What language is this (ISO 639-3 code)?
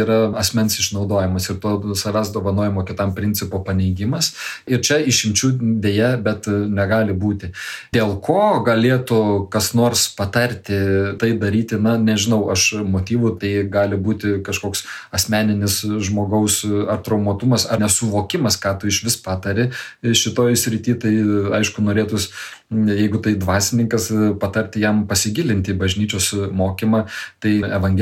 lit